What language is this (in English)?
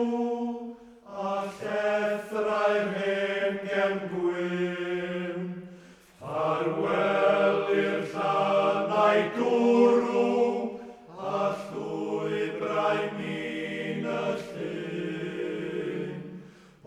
Welsh